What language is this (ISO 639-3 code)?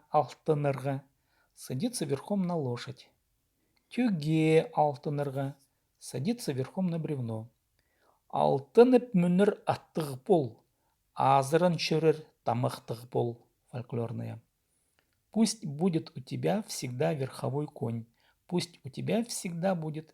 kjh